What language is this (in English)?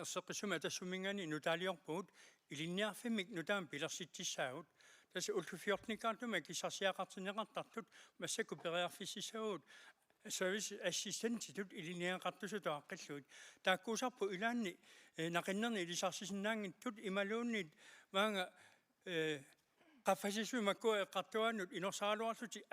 Kalaallisut